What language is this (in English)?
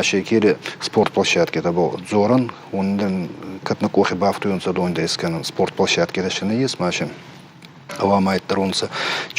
Ossetic